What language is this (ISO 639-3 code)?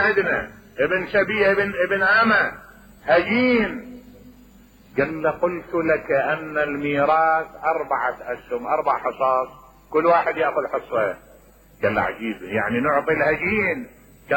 acm